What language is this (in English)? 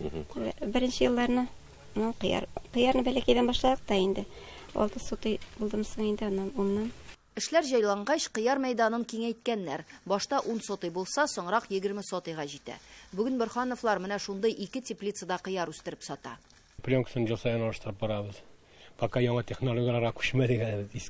Tatar